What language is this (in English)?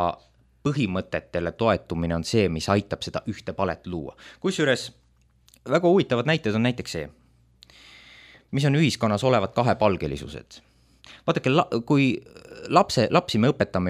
Estonian